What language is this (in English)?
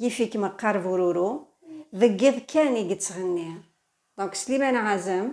Kabyle